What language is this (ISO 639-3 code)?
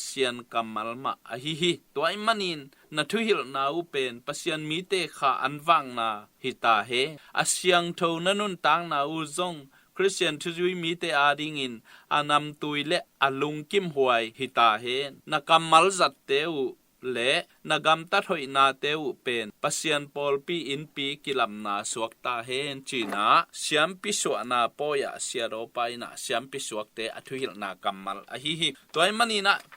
ctd